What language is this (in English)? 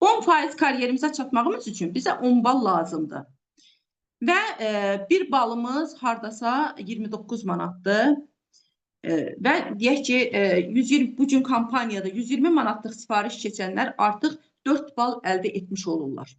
Azerbaijani